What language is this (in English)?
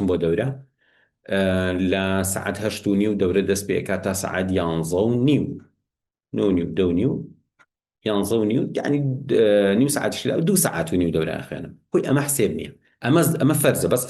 Central Kurdish